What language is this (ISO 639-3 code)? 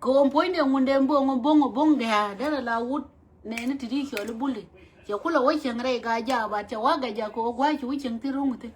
nus